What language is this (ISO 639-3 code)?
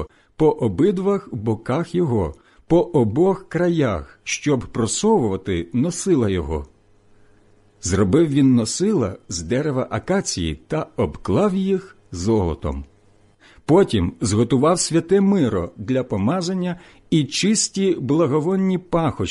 ukr